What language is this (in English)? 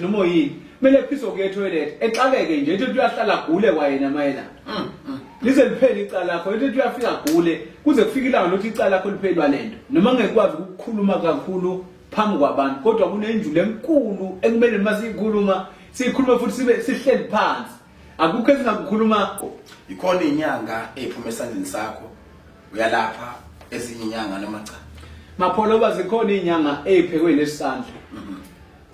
Zulu